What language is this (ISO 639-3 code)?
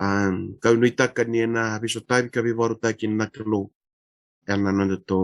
fij